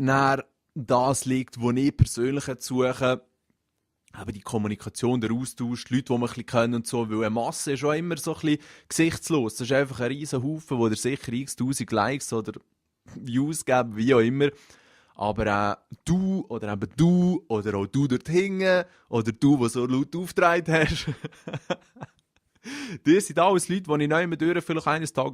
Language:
Swiss German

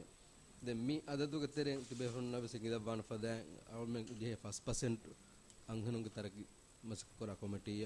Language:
Divehi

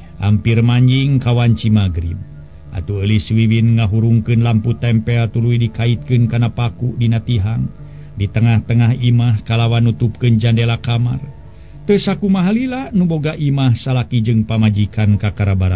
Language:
Sundanese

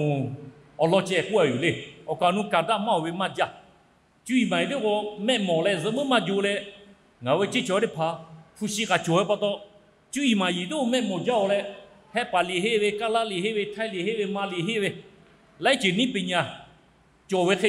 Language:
Lahu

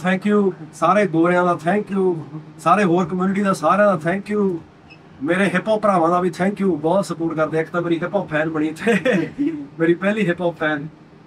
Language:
Punjabi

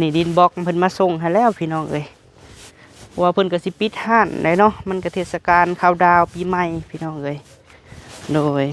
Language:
Lao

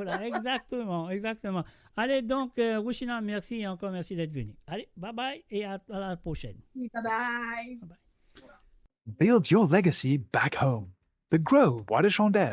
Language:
Morisyen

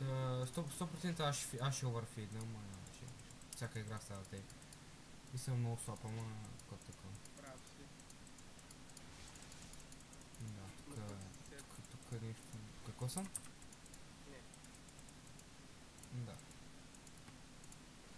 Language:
Bulgarian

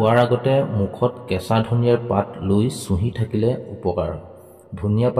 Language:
Assamese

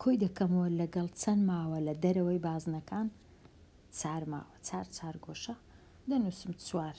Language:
Central Kurdish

